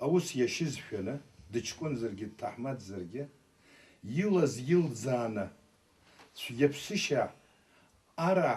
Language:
Abkhazian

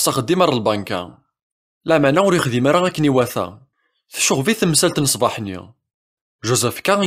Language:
Kabyle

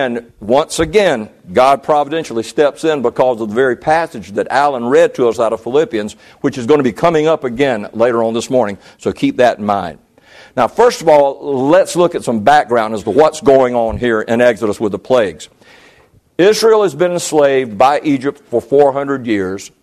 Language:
English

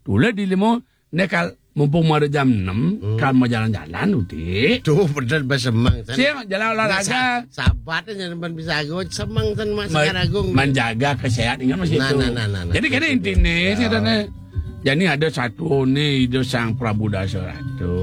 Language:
Balinese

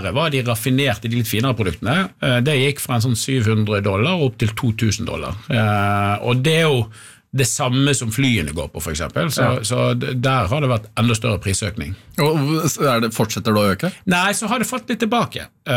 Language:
Norwegian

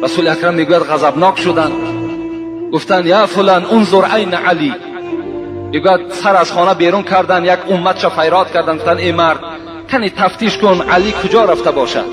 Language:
Tajik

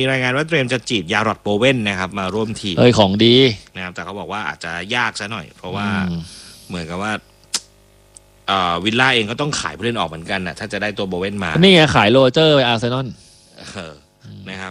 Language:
Thai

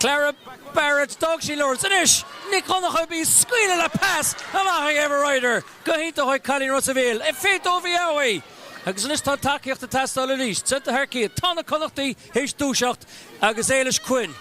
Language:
Irish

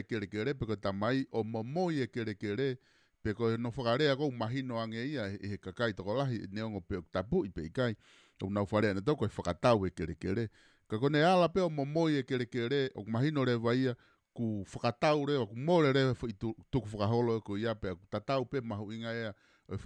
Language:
Tongan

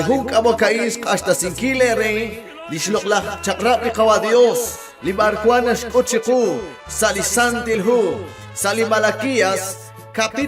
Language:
Kekchí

